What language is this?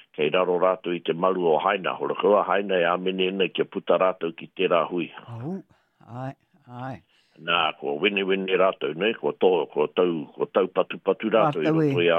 Māori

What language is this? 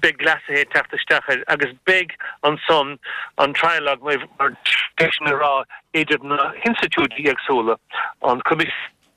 Irish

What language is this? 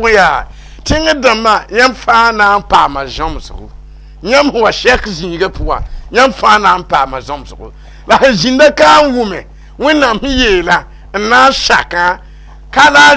Mossi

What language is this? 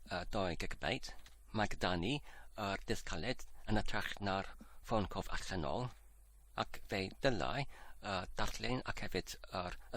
Welsh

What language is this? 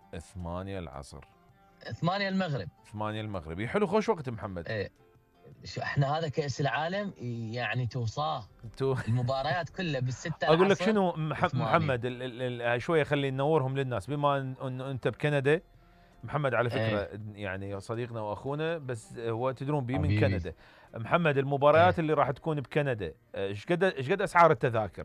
Mesopotamian Arabic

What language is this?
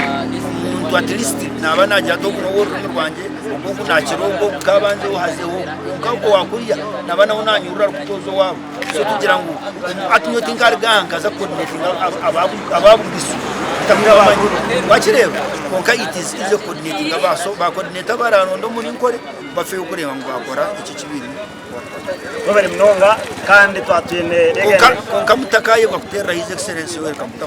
Nyankole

